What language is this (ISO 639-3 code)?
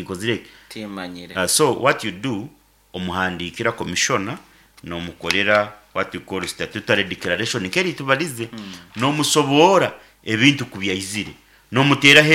nyn